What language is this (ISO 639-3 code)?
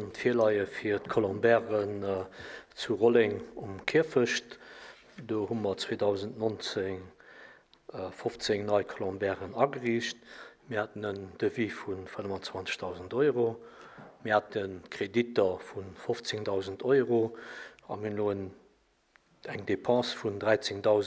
ltz